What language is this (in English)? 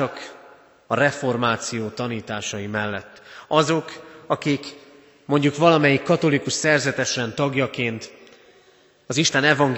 Hungarian